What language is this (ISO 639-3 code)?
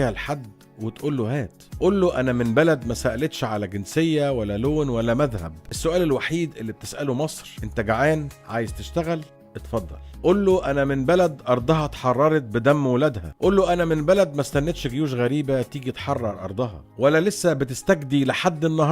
arz